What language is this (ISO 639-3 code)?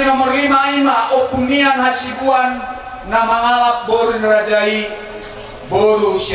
bbc